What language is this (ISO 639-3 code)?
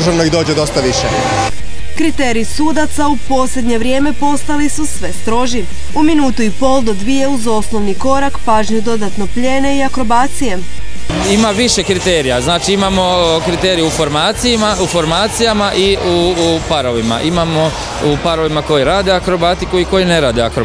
hrv